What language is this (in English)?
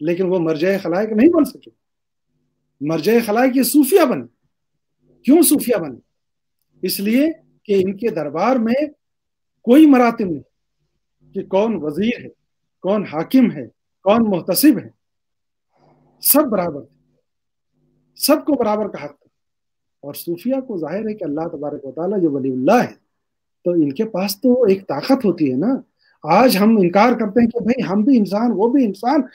Urdu